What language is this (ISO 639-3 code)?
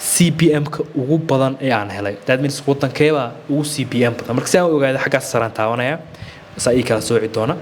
som